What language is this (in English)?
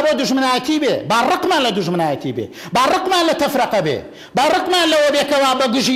Central Kurdish